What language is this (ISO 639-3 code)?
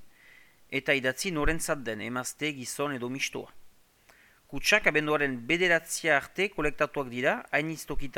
eus